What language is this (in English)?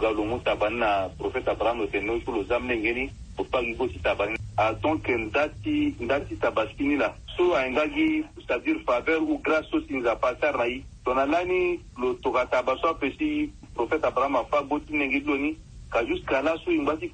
Sango